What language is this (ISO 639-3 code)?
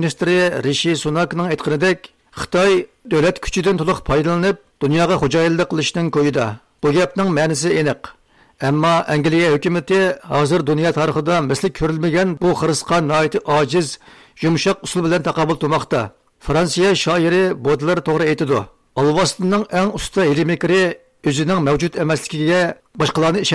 uig